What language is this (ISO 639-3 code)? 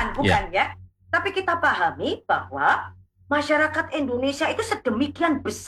ind